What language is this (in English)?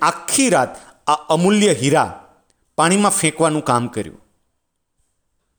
Gujarati